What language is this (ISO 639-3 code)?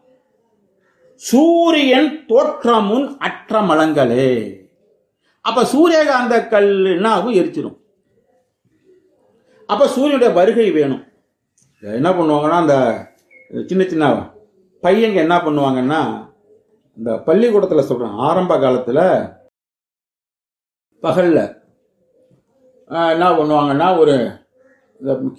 tam